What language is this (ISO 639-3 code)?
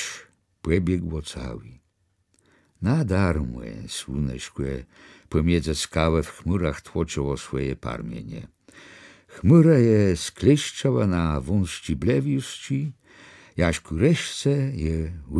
csb